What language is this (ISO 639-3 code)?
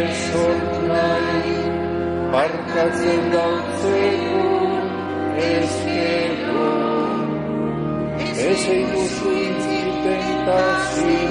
eus